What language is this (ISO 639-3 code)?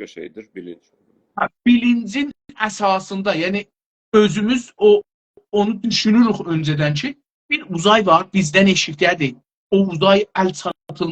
azb